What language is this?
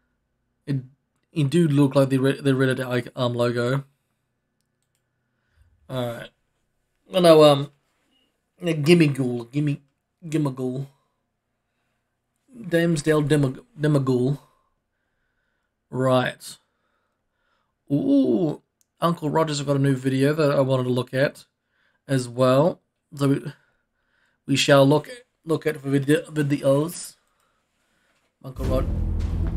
English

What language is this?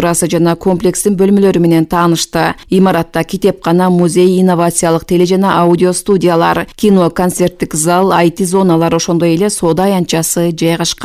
Kyrgyz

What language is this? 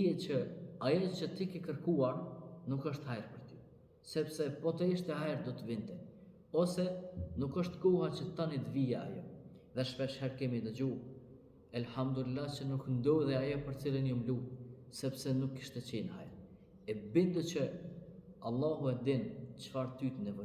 Albanian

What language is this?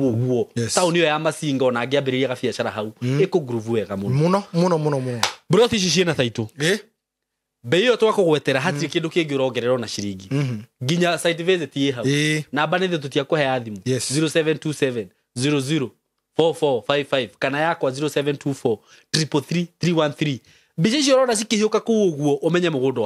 Kikuyu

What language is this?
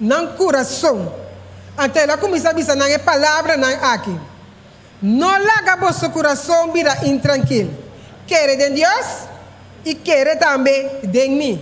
Papiamento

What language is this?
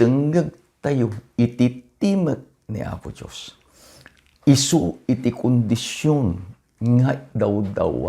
Iloko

